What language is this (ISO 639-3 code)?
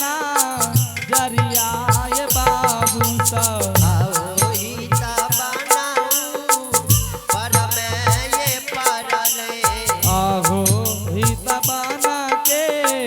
anp